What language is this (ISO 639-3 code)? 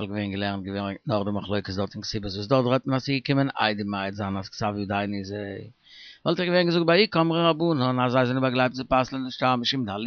yid